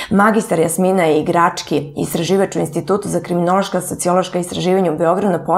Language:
Serbian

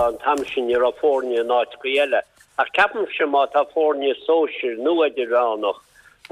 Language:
Irish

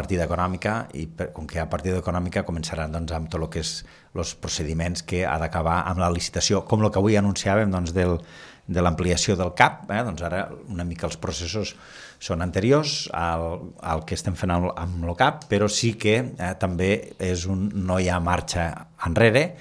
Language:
Catalan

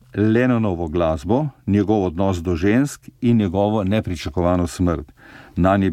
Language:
Slovenian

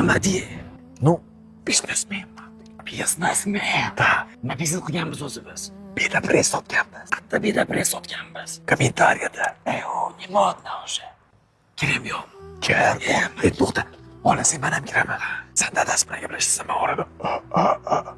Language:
Uzbek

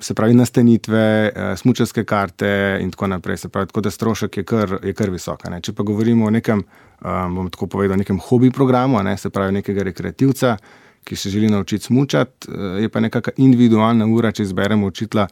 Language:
Slovenian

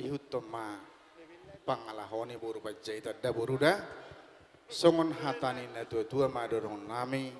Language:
Batak Toba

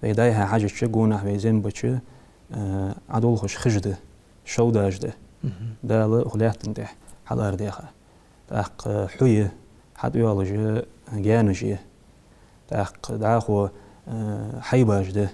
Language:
Ingush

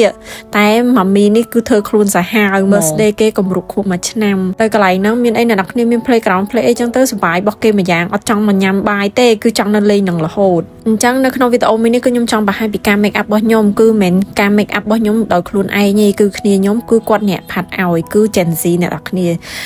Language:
Khmer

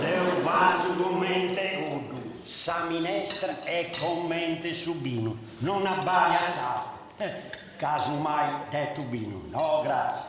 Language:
Sardinian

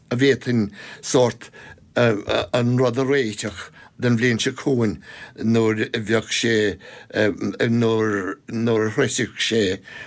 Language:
Irish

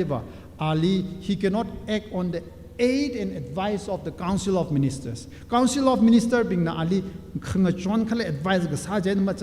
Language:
Tangkhul Naga (India)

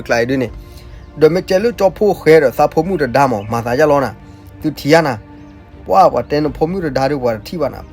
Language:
S'gaw Karen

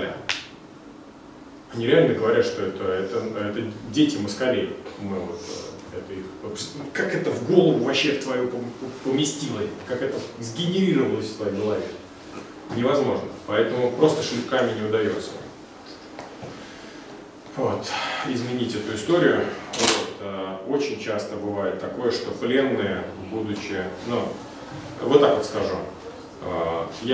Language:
Russian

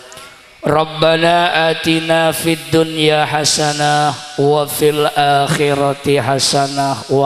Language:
Madurese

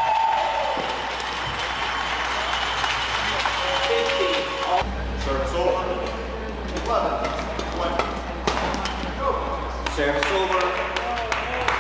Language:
English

